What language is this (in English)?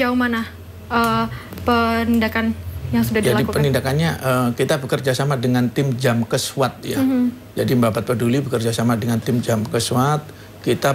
Indonesian